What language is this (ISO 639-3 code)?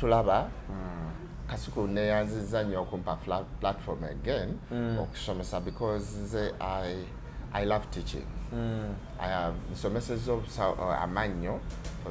lug